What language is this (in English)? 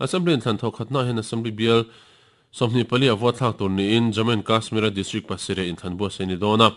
Mizo